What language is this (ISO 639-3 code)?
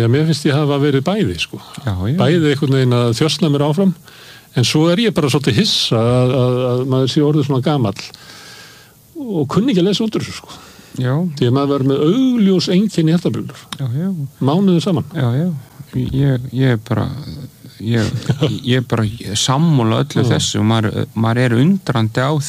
isl